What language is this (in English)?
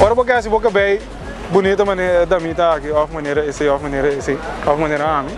Papiamento